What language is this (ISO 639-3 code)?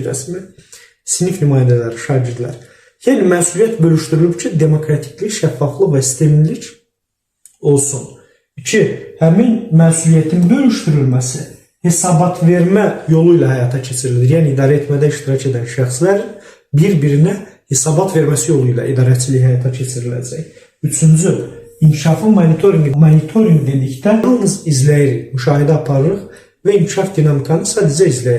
aze